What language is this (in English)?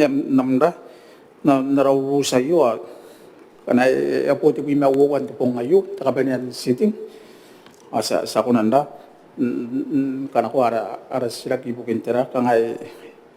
Gilbertese